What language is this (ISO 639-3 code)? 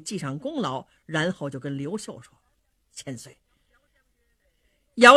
zho